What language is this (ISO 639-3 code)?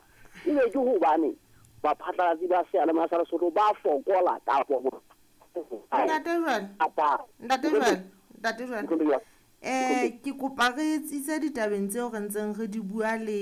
sot